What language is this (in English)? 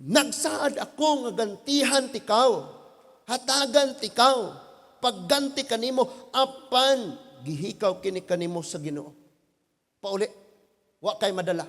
Cebuano